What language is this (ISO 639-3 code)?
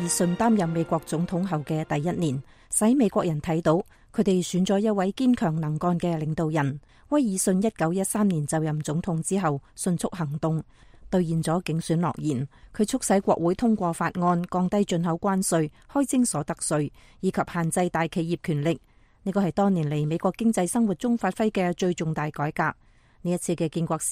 yue